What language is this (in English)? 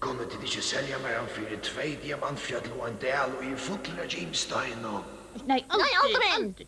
Faroese